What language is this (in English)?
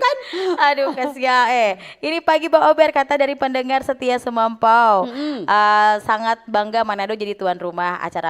Manado Malay